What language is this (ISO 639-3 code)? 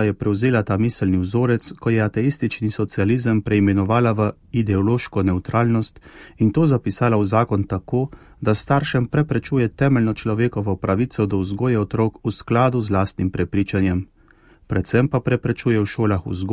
slv